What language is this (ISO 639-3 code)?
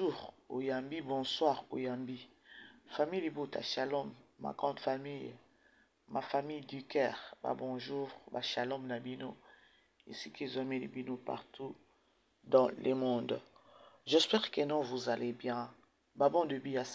lin